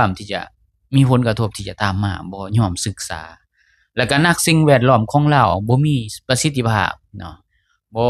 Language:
Lao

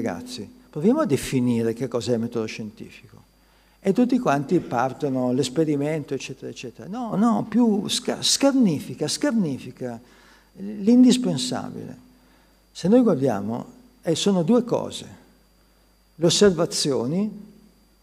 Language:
Italian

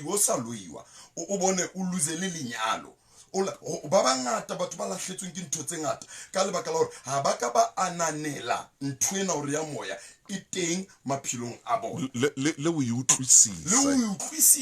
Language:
Southern Sotho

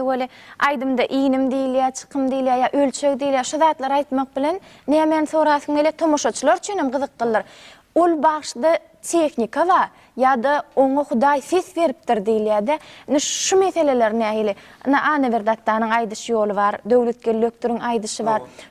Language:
Turkmen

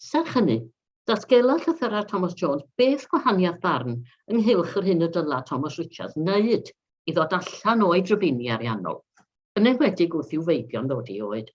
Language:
Welsh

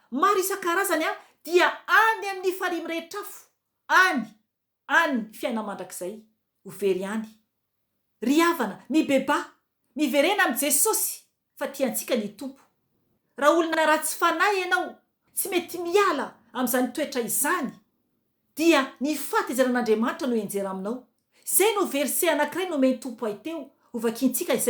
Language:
Malagasy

